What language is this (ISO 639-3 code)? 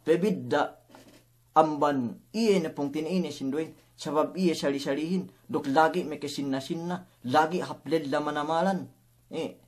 yka